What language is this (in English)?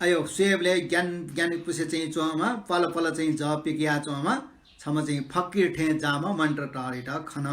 Newari